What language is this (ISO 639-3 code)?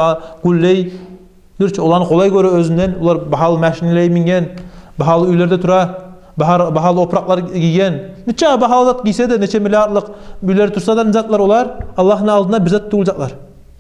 kum